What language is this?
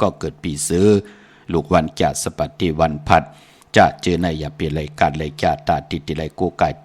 Shan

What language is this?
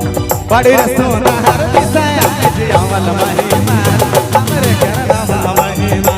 Sadri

